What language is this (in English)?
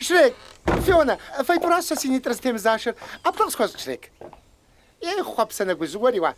Kabardian